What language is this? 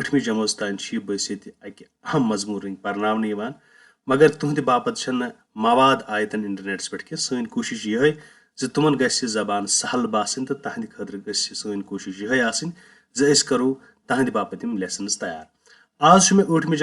Kashmiri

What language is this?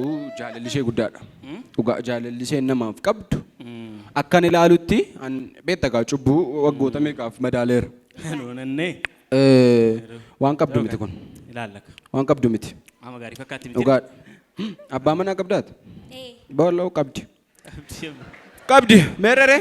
Oromo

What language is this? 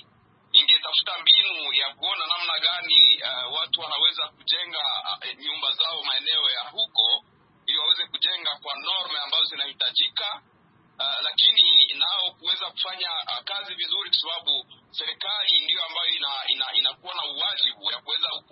Swahili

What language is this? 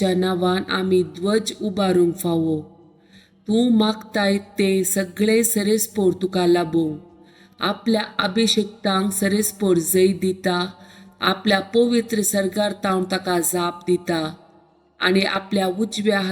Konkani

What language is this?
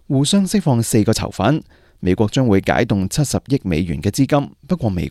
Cantonese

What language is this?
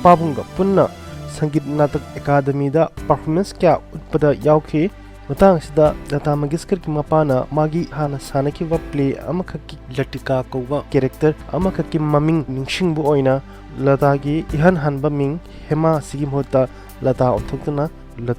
Manipuri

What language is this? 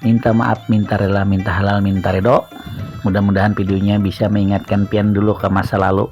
Banjar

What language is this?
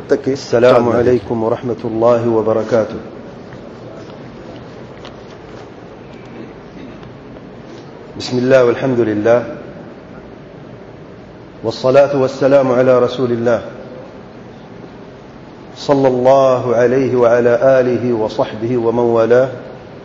Urdu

